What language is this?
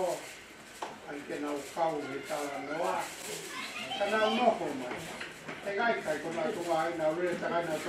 Tongan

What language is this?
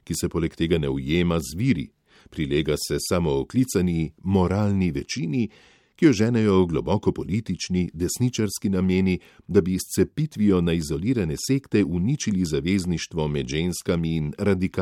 Slovenian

